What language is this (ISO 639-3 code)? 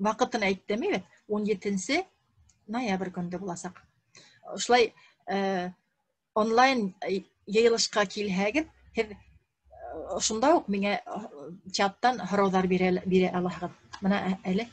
bak